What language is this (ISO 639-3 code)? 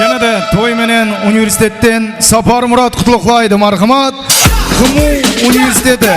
kaa